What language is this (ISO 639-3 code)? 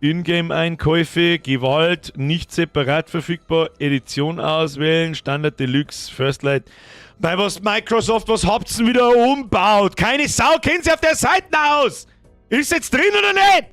bar